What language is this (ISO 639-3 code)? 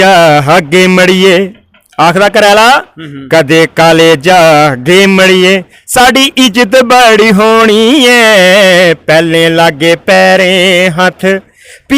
doi